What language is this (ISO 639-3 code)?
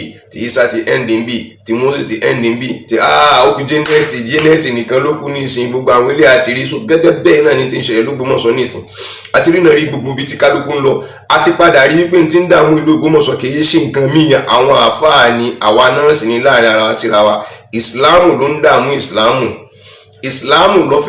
yor